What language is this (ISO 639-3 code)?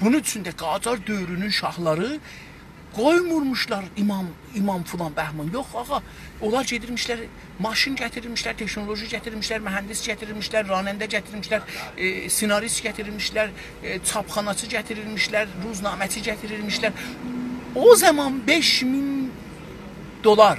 azb